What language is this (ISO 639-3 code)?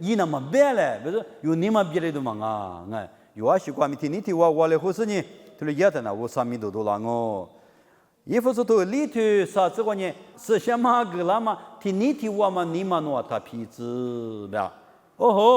lis